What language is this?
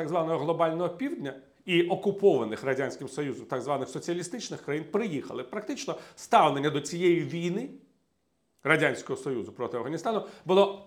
Ukrainian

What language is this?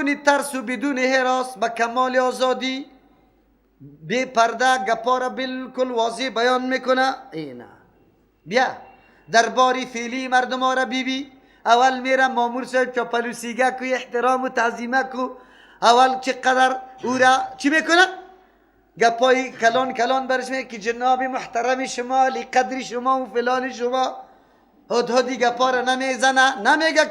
Persian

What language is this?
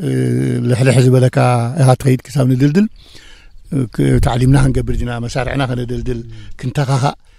Tigrinya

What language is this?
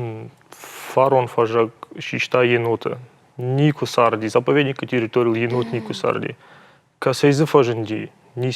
Ossetic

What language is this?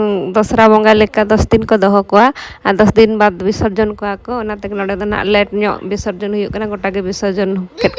Santali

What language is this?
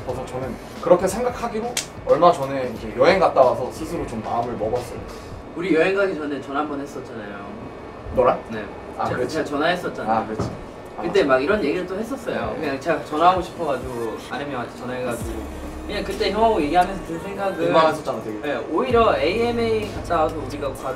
Korean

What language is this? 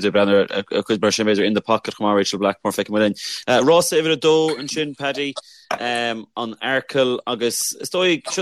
Irish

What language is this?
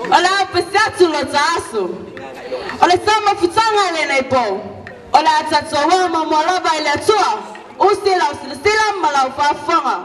Samoan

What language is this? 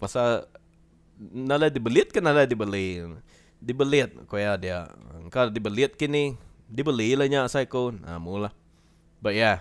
Iban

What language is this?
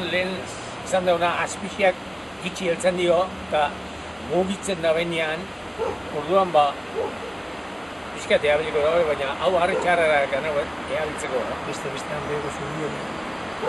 Basque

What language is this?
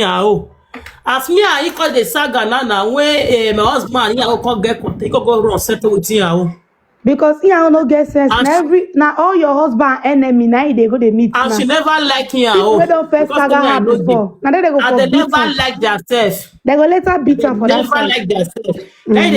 Nigerian Pidgin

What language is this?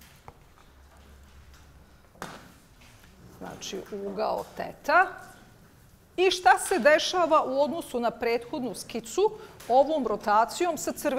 Bosnian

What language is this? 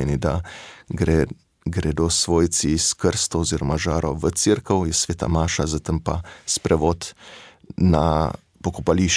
Slovenian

